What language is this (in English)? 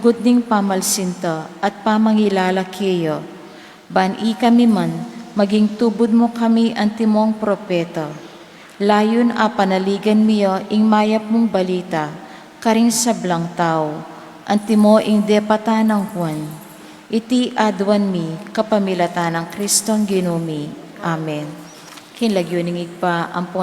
Pampanga